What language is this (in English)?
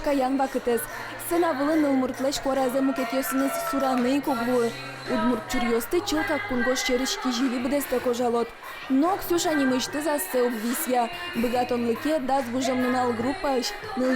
Udmurt